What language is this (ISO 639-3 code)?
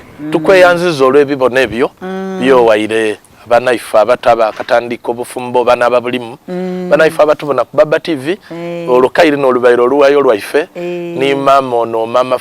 xog